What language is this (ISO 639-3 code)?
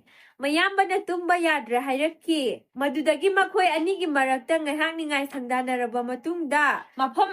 mni